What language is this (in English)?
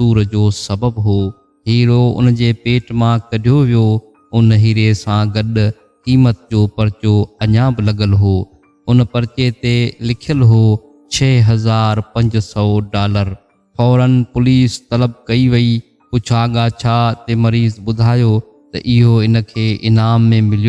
Sindhi